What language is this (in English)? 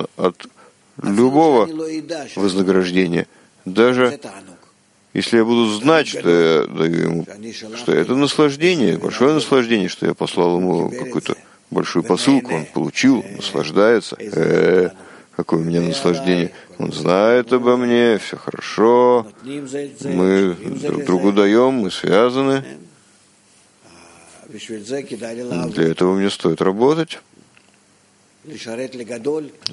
Russian